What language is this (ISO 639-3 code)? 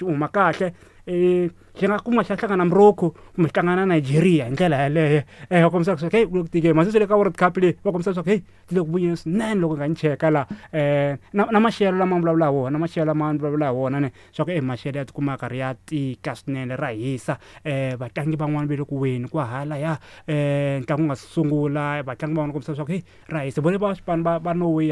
tso